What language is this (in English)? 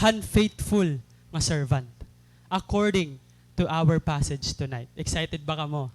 Waray